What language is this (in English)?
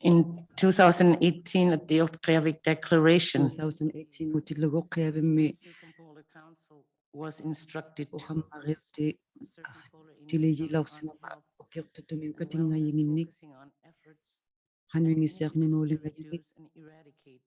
Inuktitut